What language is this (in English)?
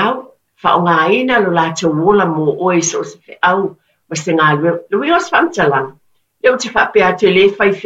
Samoan